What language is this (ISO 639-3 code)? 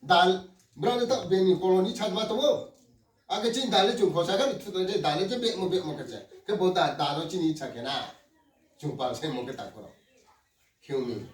ria